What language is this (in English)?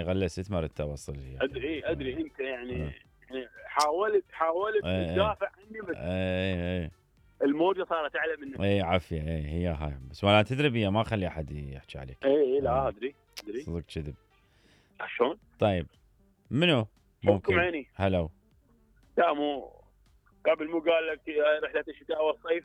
Mesopotamian Arabic